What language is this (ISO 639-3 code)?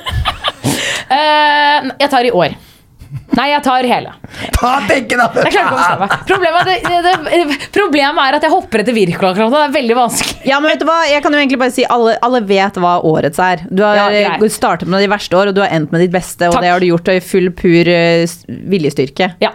nor